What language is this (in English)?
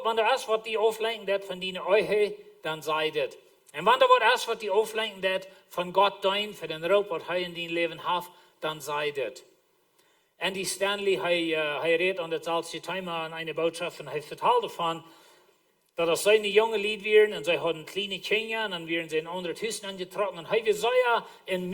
Plautdietsch